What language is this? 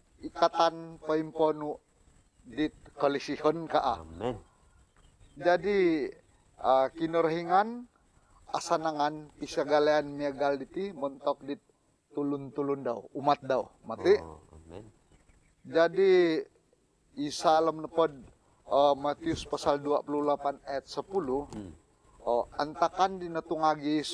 Central Dusun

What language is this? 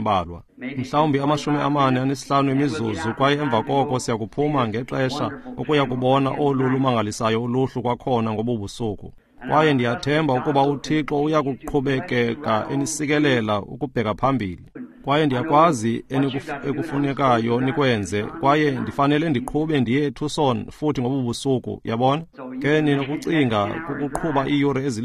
Xhosa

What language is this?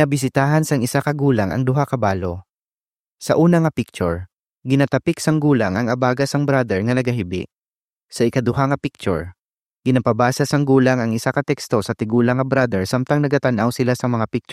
Hiligaynon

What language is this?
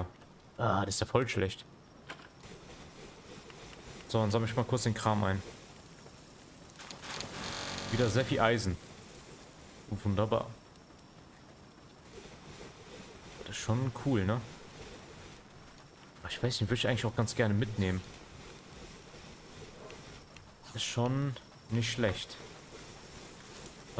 German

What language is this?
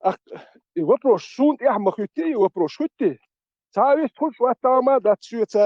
Chechen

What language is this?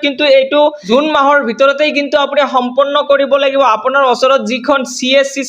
Assamese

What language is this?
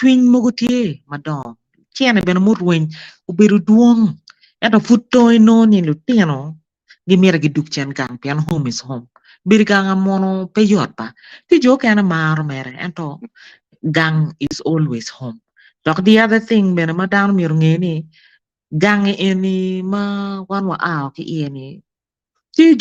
Acoli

